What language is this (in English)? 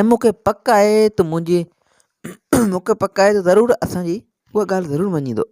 Sindhi